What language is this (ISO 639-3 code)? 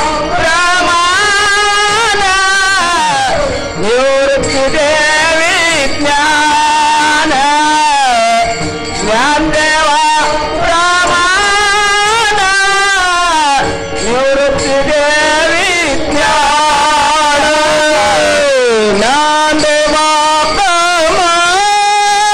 mar